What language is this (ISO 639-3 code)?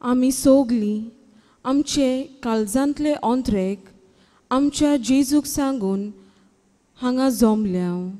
kok